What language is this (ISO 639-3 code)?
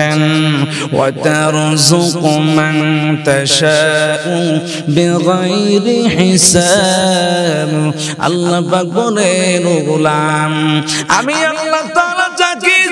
ben